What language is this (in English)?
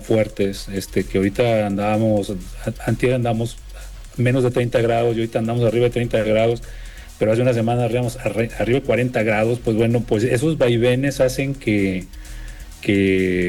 Spanish